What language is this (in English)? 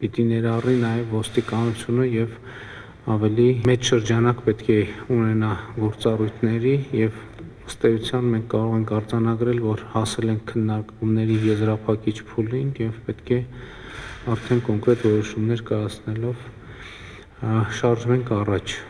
Armenian